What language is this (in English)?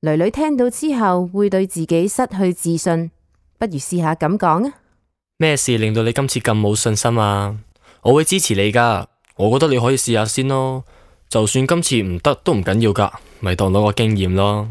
Cantonese